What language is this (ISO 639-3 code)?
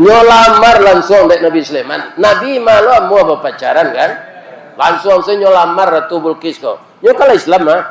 min